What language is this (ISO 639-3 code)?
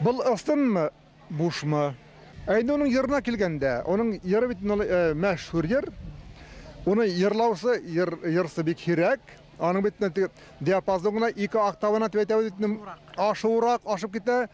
bak